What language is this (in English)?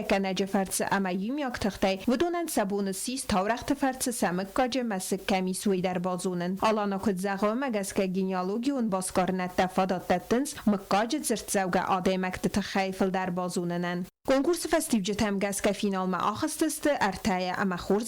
Ossetic